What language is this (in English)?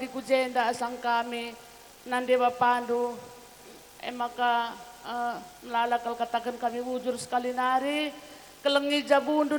Batak Karo